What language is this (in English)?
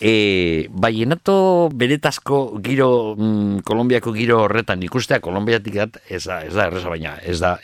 Basque